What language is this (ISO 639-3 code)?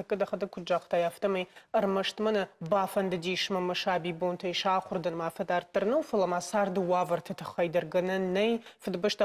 oss